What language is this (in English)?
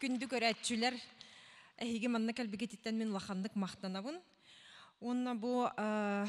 Yakut